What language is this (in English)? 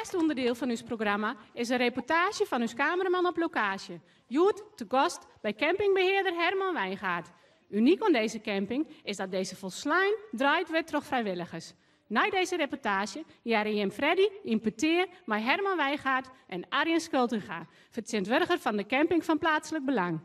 Western Frisian